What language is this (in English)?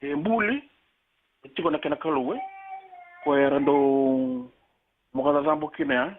Fijian